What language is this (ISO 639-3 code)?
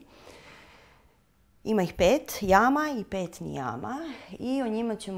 hrv